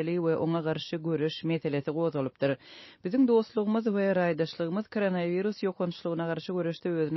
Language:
Turkmen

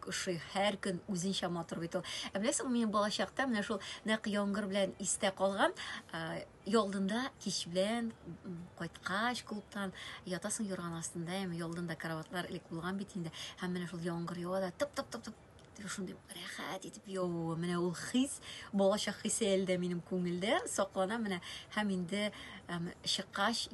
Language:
Tatar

